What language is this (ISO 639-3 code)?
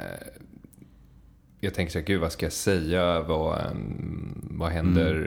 swe